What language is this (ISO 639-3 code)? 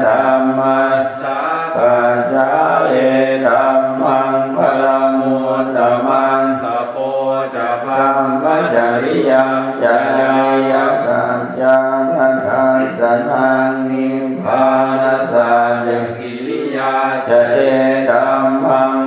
pli